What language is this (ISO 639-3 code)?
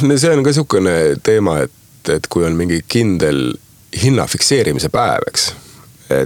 est